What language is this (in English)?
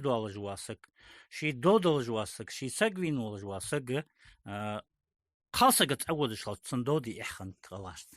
Ingush